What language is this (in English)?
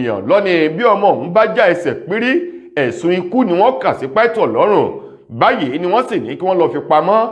Yoruba